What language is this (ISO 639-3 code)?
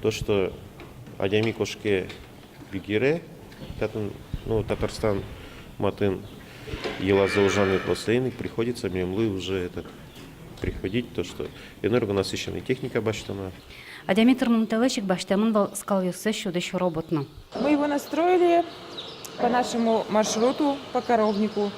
udm